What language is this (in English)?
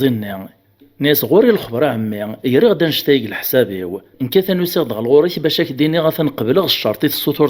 Kabyle